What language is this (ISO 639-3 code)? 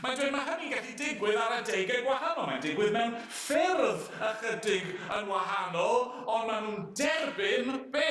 cym